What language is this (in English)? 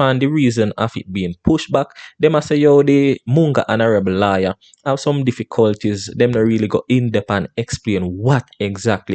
Jamaican Creole English